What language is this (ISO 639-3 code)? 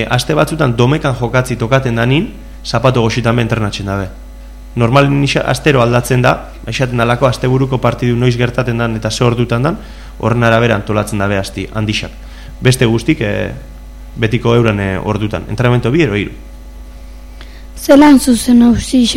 eus